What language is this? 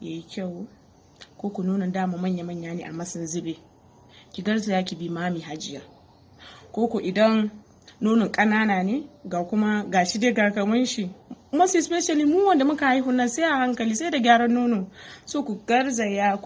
Hausa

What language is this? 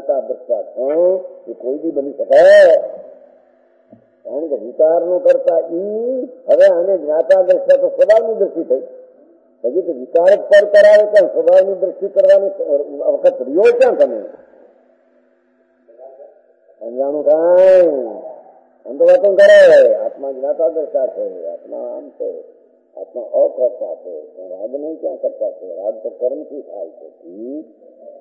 Gujarati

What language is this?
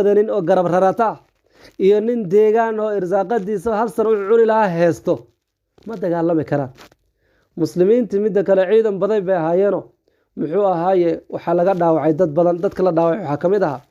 Somali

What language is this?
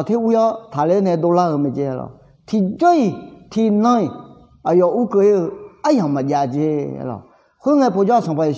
Akha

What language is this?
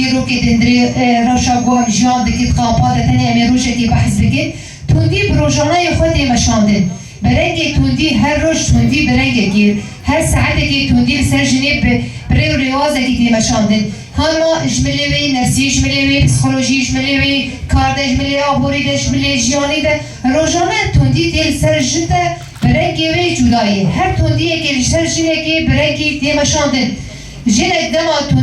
Kurdish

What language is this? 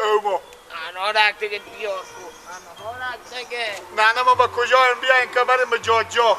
Persian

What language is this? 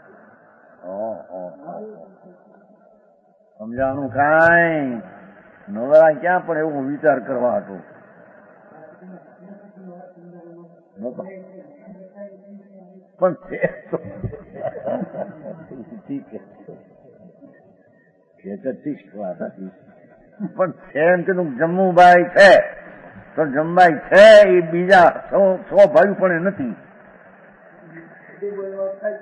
Gujarati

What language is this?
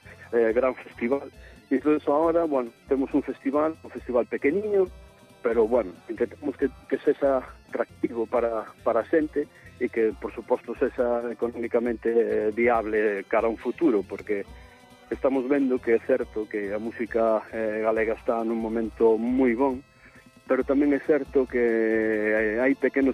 Galician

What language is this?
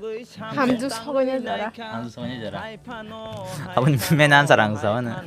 Kok Borok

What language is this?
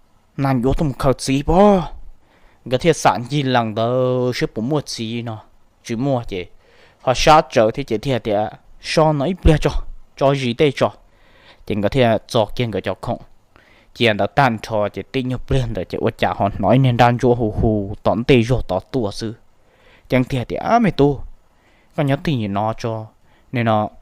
Hmong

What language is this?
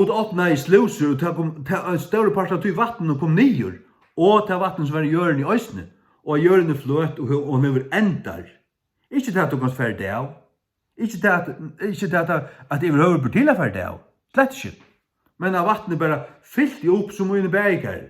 Faroese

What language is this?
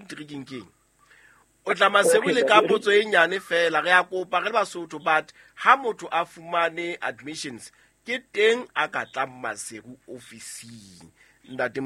Southern Sotho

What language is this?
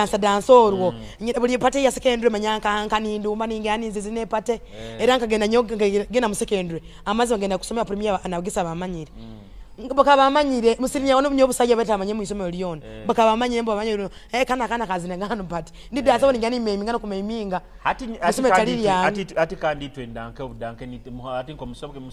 Nyoro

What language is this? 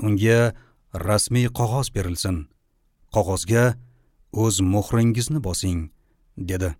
Uzbek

